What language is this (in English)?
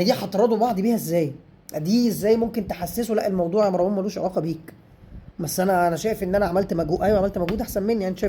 Egyptian Arabic